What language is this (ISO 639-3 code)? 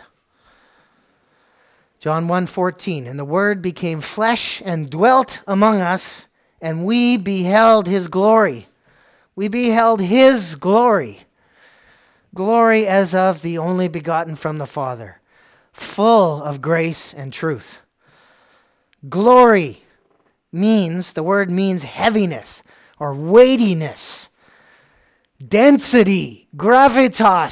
eng